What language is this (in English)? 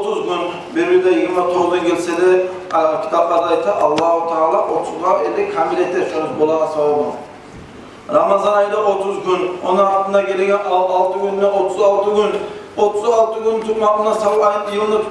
Kumyk